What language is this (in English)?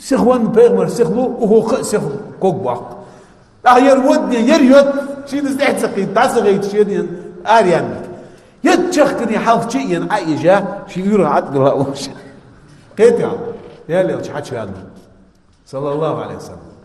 Ingush